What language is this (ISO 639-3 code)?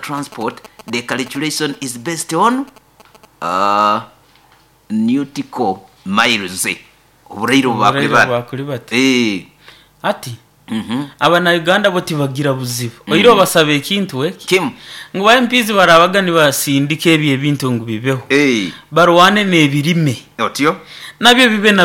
nyo